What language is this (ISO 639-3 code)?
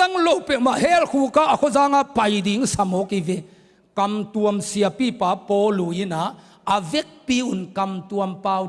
ctd